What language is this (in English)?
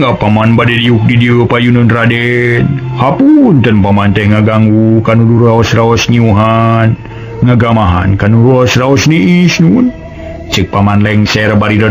Sundanese